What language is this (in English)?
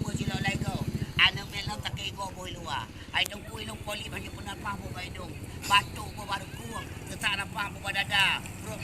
Achinese